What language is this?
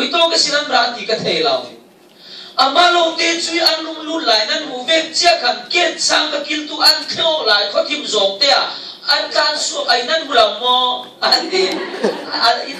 Falam Chin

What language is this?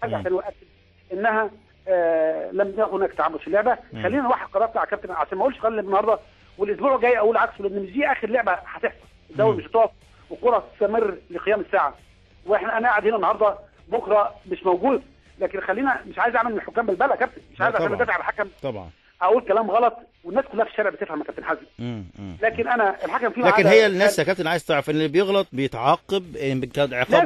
Egyptian Arabic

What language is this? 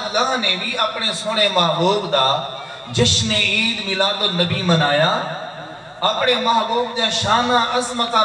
Saraiki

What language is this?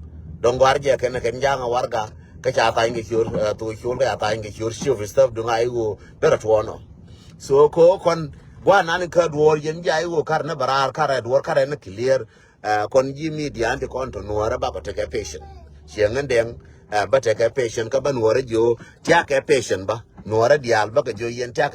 Nuer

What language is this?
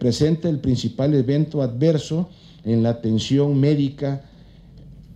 Spanish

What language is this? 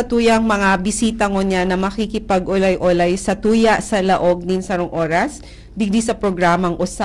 Bikol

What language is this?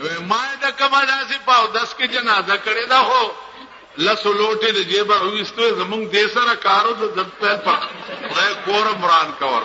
Pashto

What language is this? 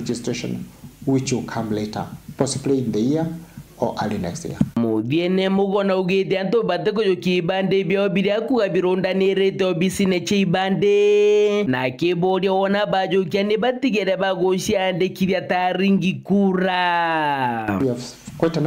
Meru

